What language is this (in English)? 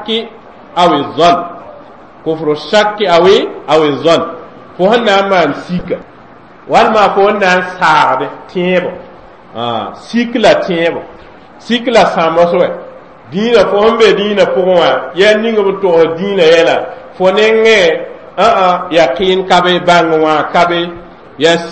Mossi